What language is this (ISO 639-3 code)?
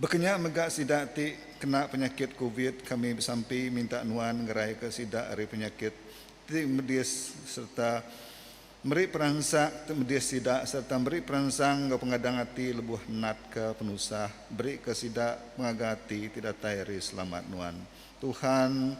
iba